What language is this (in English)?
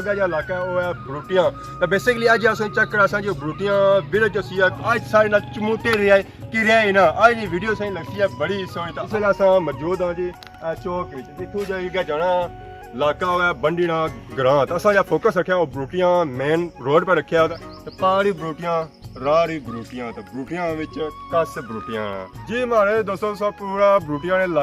Pahari-Potwari